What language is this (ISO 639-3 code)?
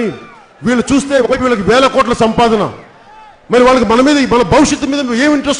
tel